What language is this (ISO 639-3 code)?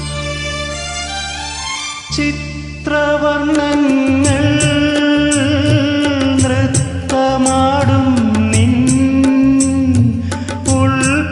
mal